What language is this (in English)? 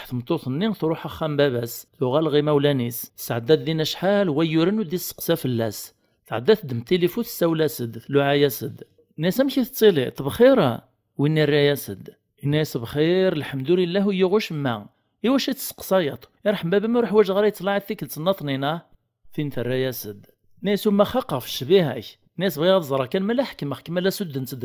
Kabyle